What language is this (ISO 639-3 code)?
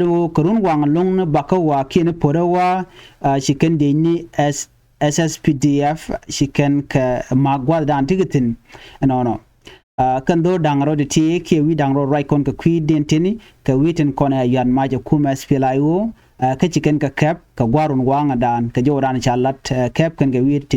nus